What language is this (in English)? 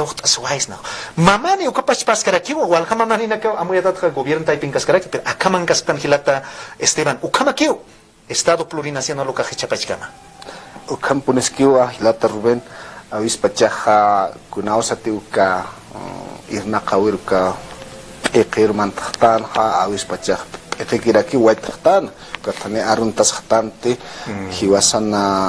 Aymara